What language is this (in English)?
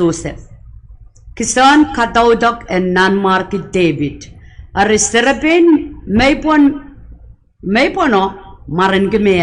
Pohnpeian